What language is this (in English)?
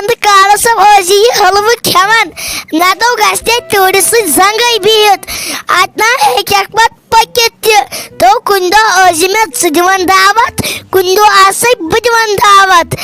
Kashmiri